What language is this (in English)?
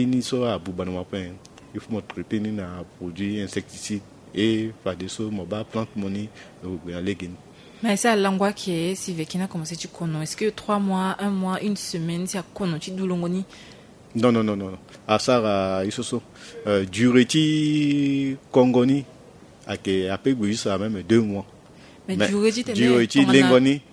Sango